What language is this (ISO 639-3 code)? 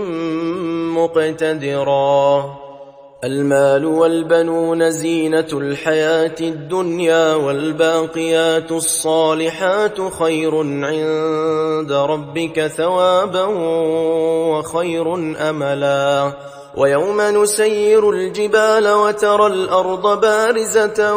ara